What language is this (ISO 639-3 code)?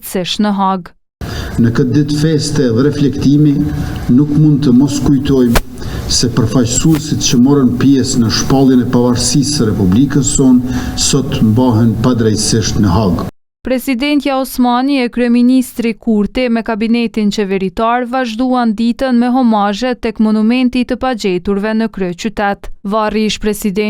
sqi